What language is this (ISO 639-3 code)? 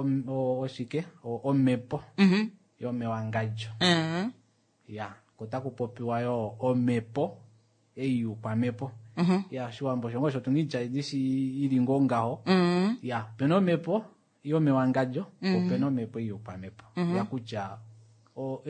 kua